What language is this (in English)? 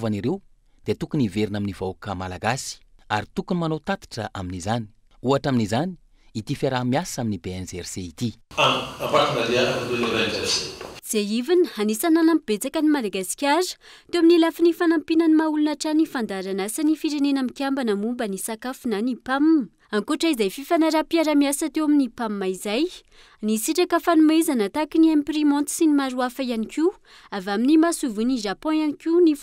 Malagasy